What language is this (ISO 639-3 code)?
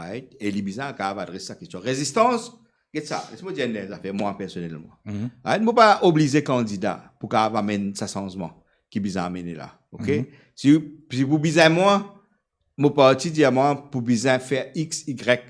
mfe